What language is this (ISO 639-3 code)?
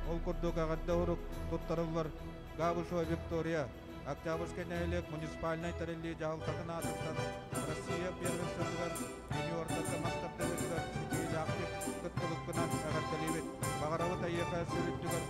sah